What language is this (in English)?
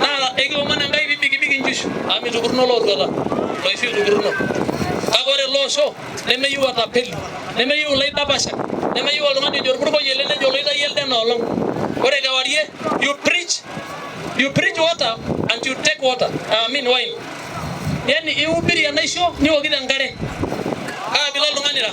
Masai